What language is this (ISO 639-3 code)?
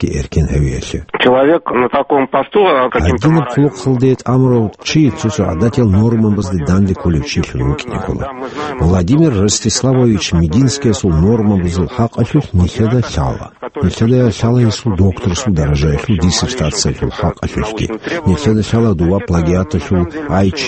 ava